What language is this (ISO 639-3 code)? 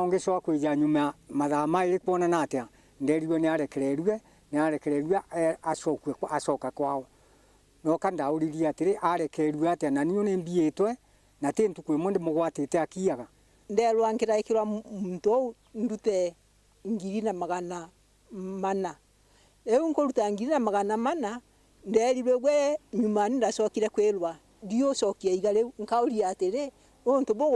mer